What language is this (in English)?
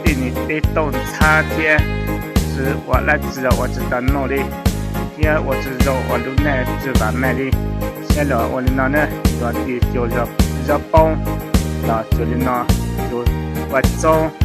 Hmong